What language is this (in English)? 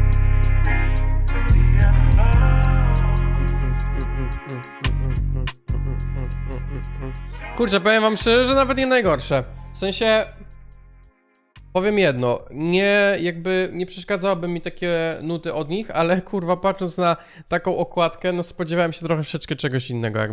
Polish